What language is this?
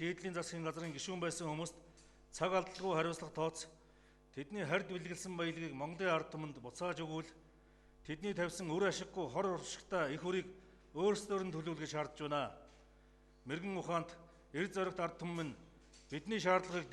Mongolian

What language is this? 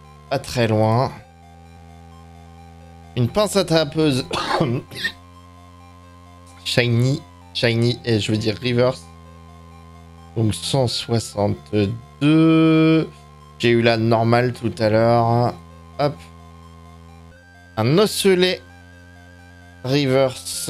French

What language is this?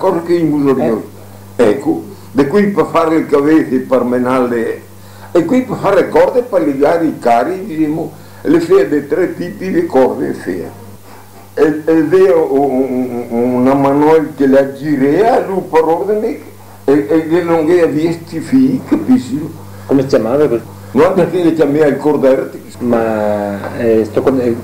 Venetian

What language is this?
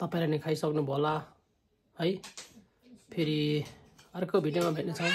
Nepali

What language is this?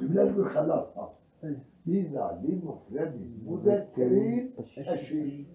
Kurdish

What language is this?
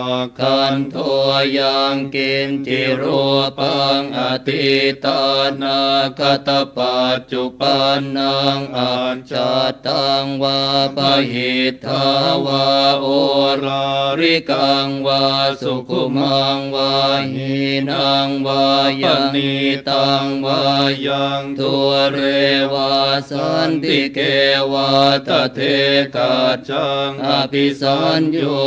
Pali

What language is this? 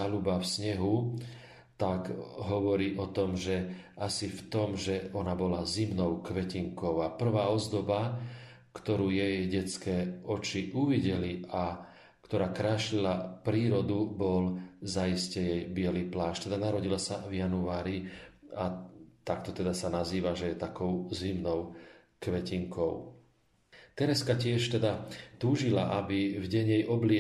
Slovak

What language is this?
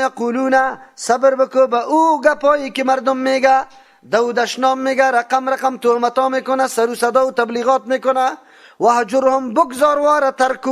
Persian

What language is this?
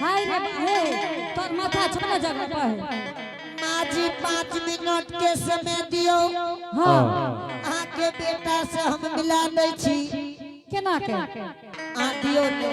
Angika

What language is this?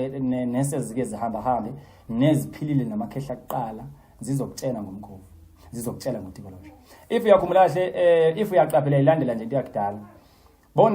Zulu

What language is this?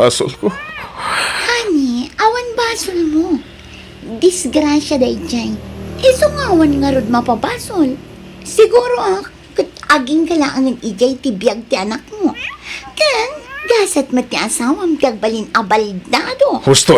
Iloko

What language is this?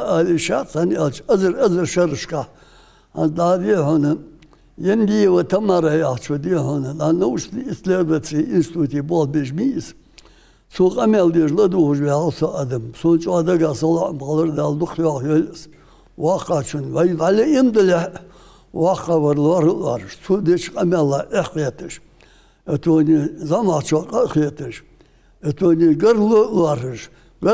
Ingush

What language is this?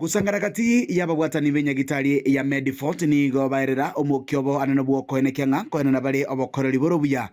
Gusii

